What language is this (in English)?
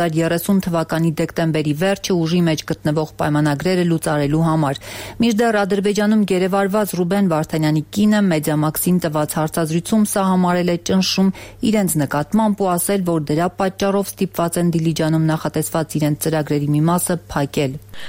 Armenian